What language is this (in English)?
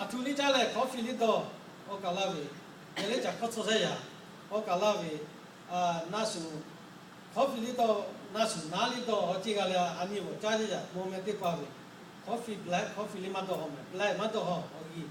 Lahu